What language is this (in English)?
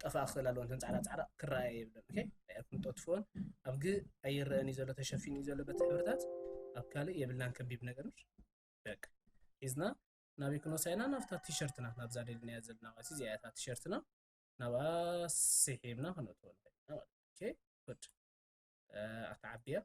Tigrinya